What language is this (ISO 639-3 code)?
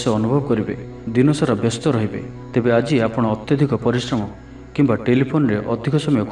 ori